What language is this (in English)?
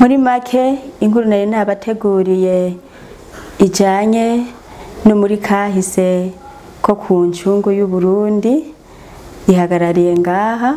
Rundi